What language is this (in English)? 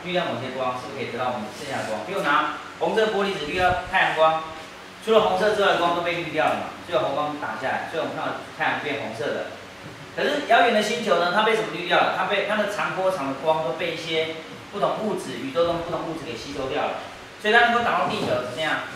Chinese